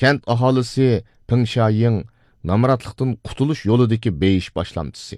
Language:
Uyghur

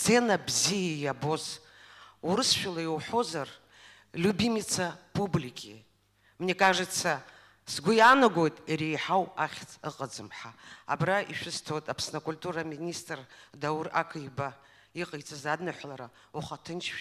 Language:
Abkhazian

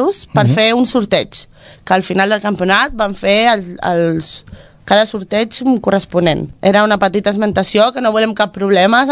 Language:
Catalan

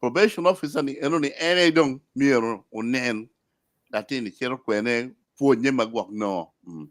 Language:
Acoli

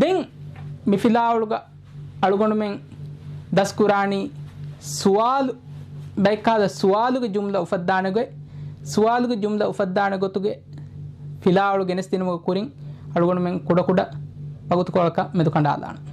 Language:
Divehi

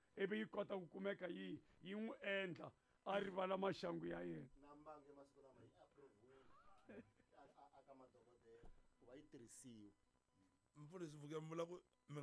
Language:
Tsonga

